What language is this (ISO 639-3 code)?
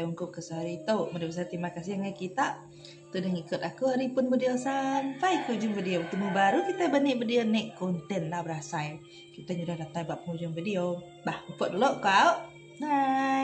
iba